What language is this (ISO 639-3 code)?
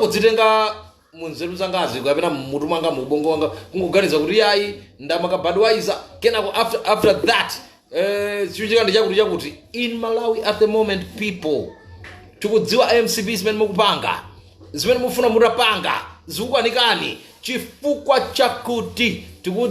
nya